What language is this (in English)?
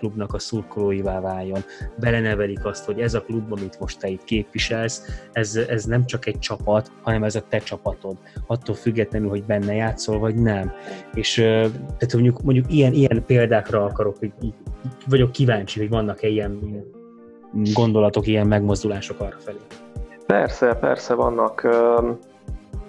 Hungarian